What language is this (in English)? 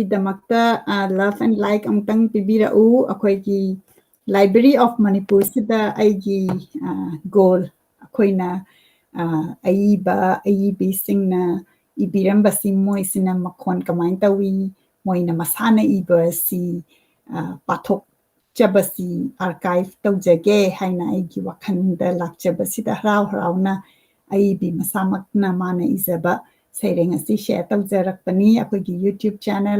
Manipuri